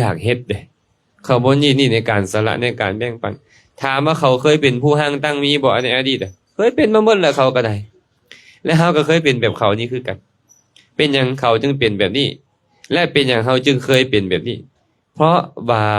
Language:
Lao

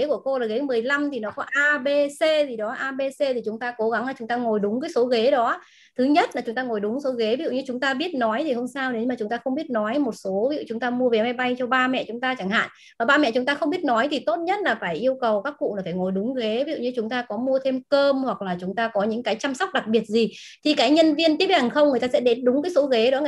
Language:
Vietnamese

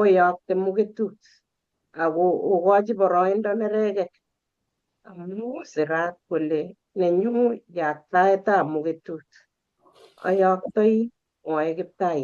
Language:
Kalenjin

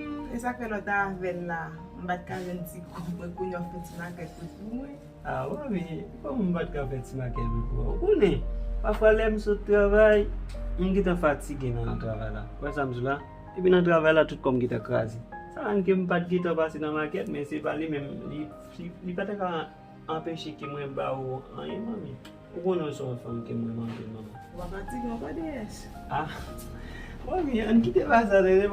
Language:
Haitian Creole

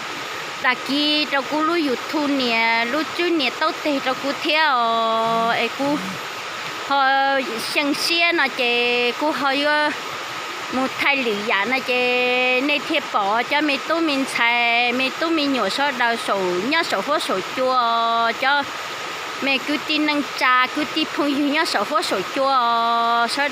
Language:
Hmong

